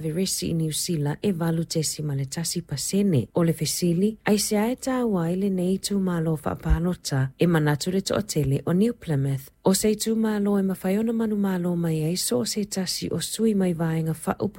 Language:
Samoan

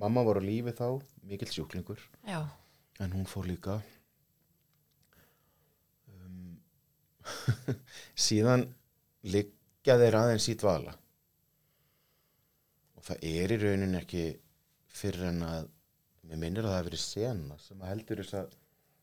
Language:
Icelandic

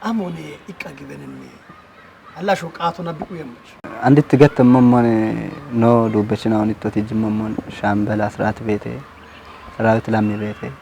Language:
Kafa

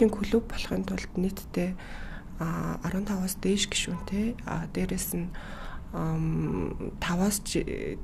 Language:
Mongolian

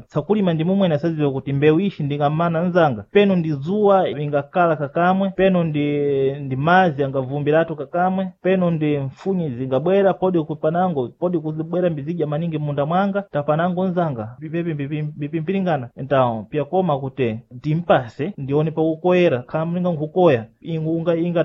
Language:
Sena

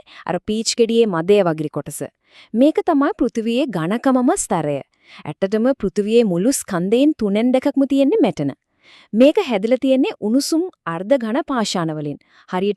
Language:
Sinhala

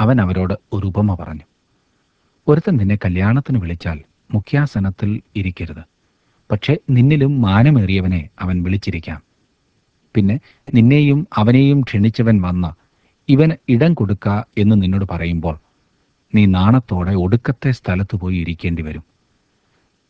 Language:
Malayalam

